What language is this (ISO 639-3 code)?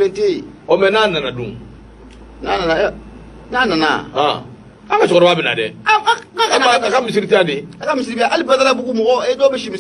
bam